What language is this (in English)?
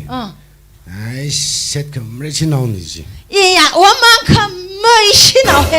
Tangkhul Naga (India)